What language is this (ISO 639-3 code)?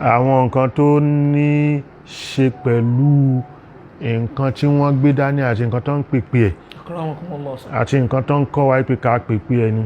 yor